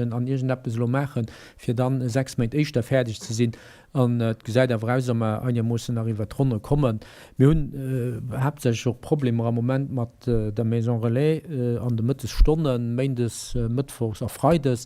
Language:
Luxembourgish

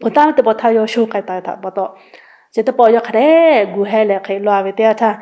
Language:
Lahu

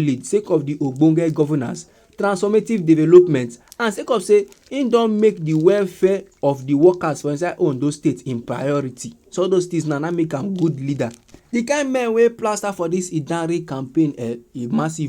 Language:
Nigerian Pidgin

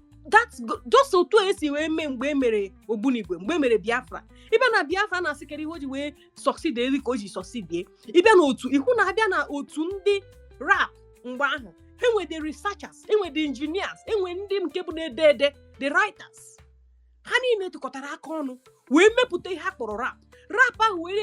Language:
Igbo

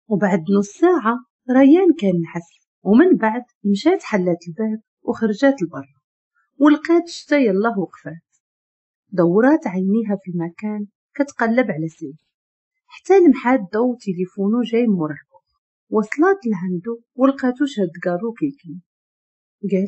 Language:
Moroccan Arabic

